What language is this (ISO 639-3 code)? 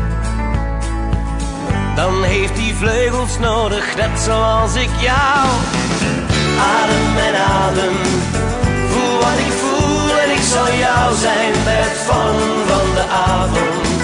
nld